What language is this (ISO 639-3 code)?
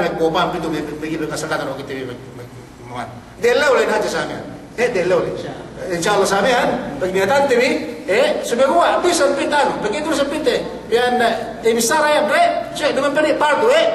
yka